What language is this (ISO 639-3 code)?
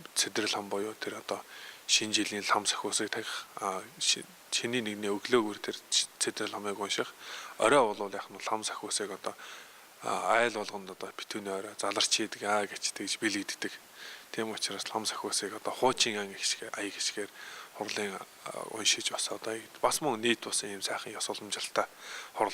mon